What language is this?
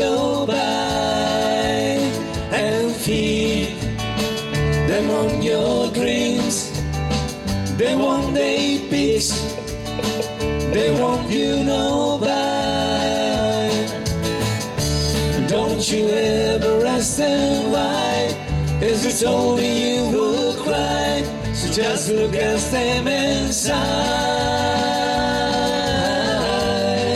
English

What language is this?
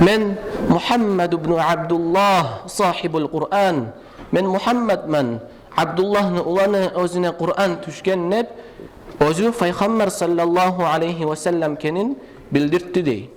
Kumyk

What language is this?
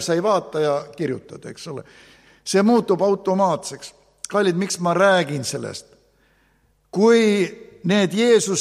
Estonian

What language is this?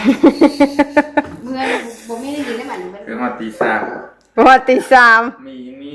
Northeastern Thai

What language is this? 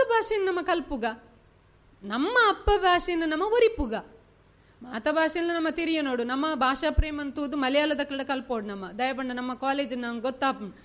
Tulu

